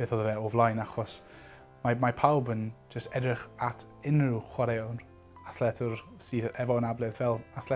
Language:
Welsh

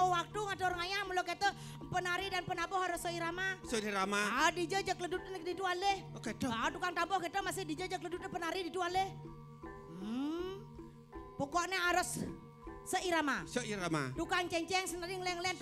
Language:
Balinese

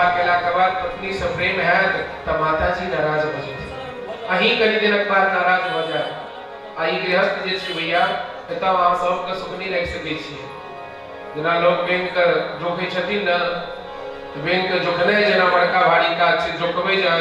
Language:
Maithili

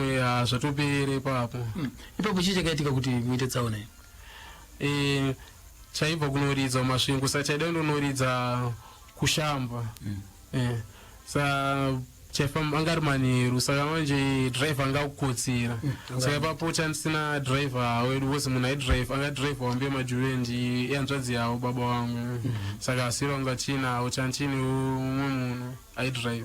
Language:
Shona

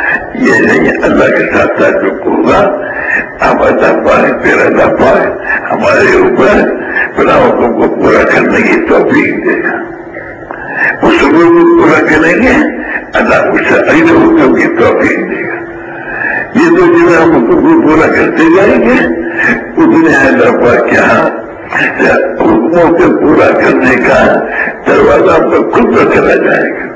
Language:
Urdu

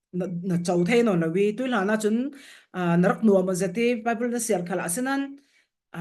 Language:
Falam Chin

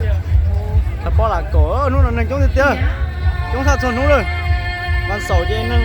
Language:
Hmong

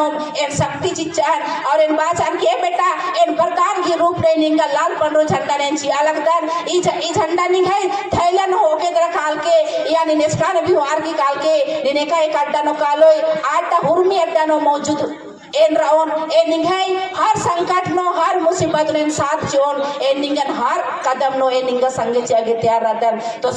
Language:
Kurukh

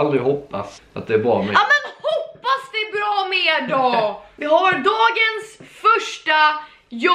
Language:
Swedish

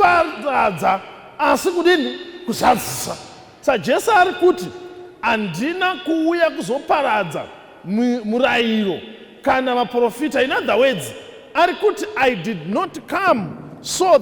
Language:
Shona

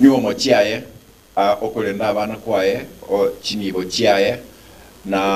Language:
Gusii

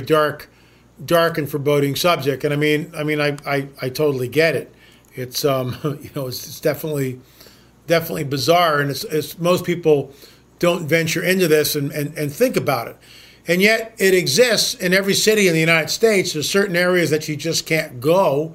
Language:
English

